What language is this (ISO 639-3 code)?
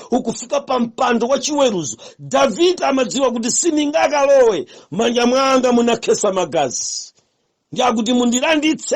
nya